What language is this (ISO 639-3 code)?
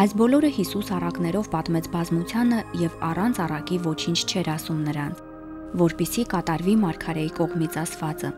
hye